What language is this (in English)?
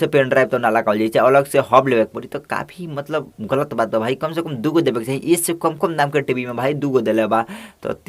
Bhojpuri